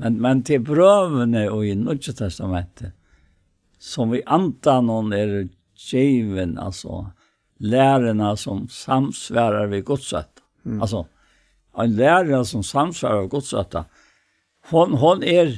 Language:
Faroese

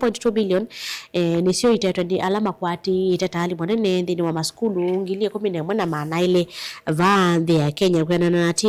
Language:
Kamba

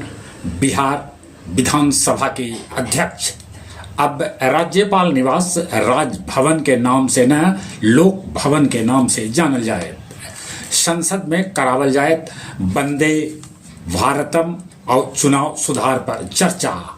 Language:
Magahi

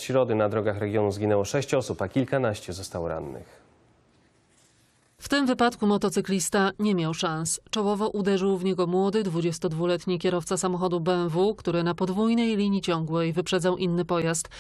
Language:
Polish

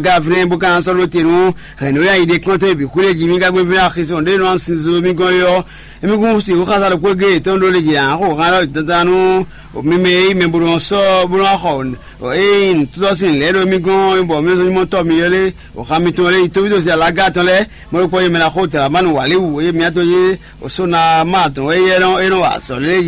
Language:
Fon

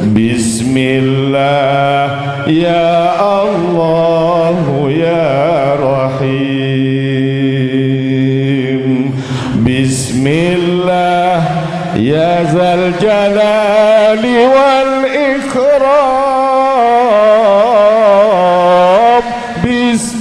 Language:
Sasak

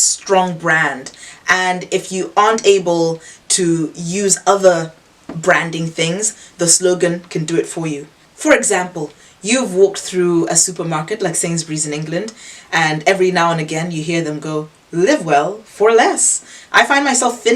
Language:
English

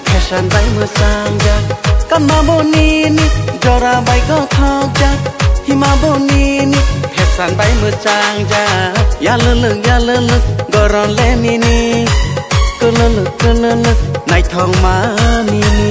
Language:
Kok Borok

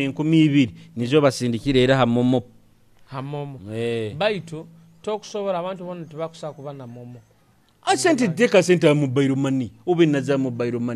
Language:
Nyoro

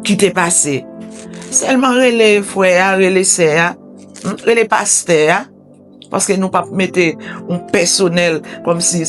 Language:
Haitian Creole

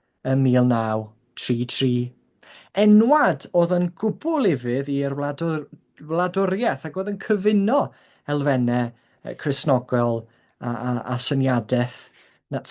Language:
Welsh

